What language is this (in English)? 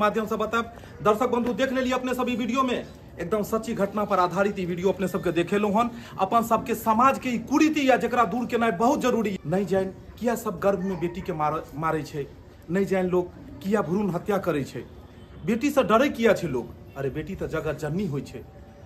Maithili